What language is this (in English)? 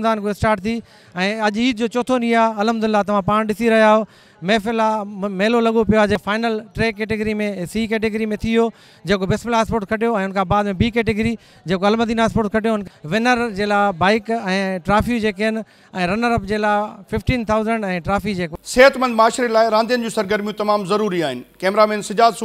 Sindhi